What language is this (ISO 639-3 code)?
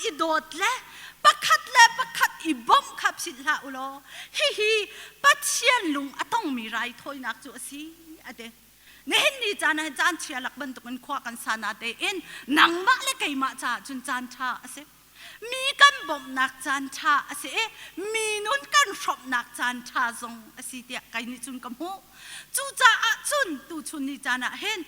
cnh